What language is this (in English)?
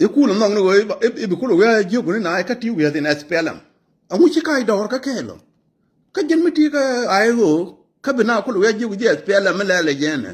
Nuer